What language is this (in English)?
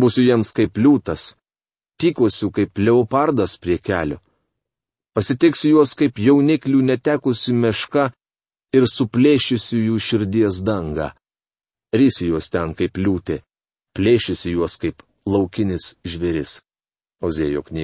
Lithuanian